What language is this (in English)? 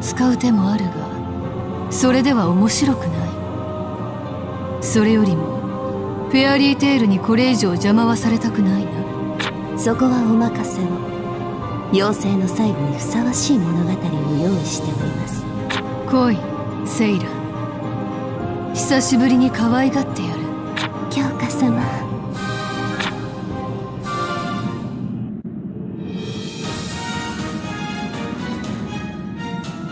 Japanese